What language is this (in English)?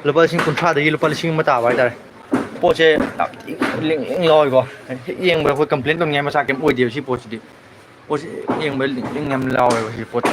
Manipuri